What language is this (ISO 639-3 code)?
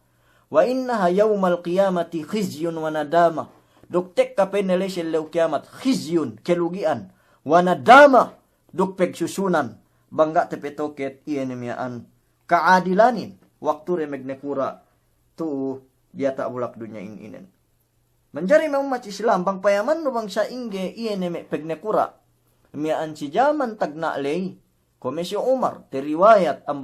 yka